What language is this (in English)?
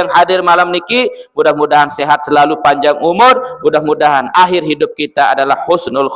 Sasak